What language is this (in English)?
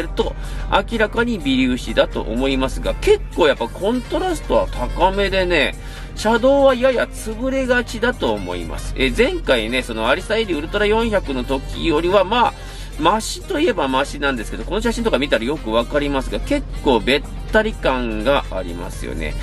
Japanese